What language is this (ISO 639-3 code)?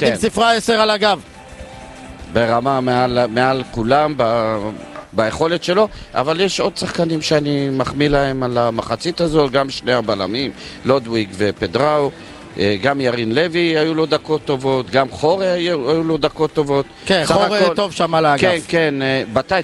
heb